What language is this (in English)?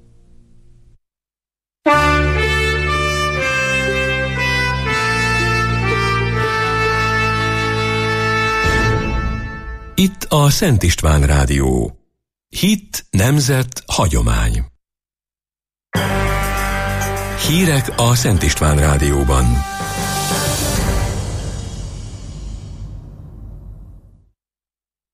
Hungarian